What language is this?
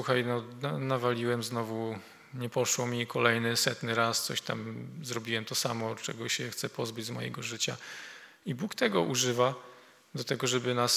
Polish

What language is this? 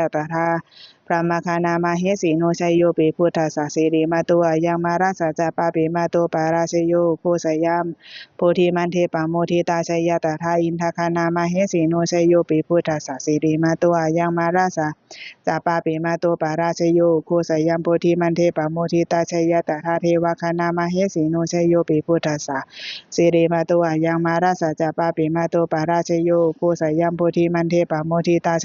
Pali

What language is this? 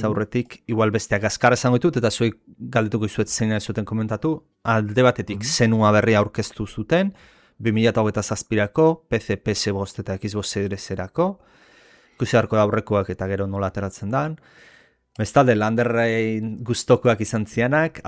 Basque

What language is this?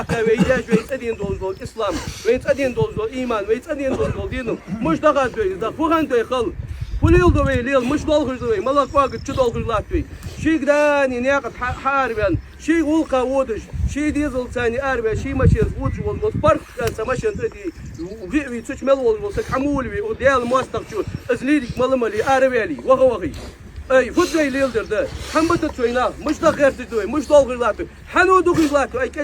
Ingush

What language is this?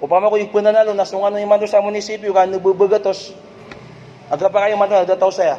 Maranao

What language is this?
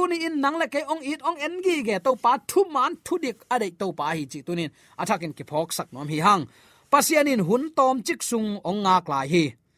Tedim Chin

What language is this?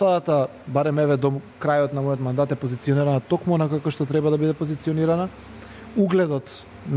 Macedonian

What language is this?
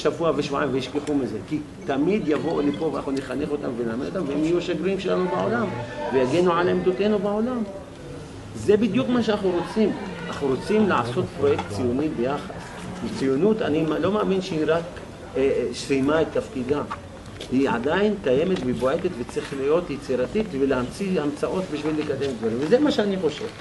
Hebrew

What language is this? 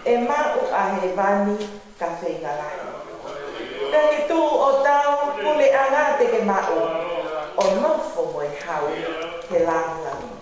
Tongan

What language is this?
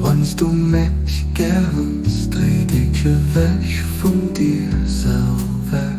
Luxembourgish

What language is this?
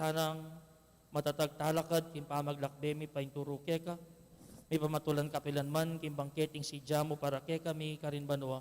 Pampanga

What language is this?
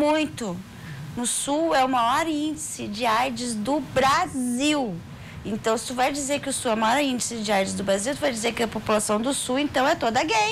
Portuguese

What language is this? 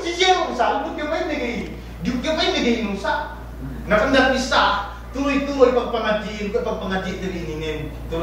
Yakan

